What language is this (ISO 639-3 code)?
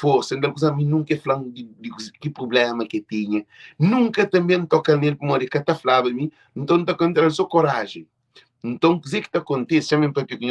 kea